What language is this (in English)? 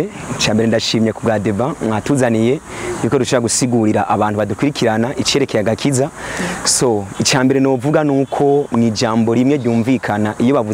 Rundi